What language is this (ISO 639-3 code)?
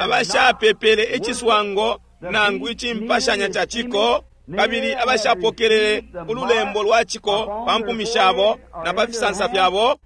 bem